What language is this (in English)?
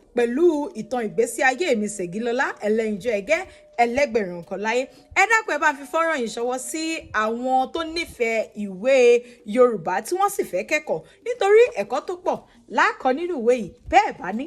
Yoruba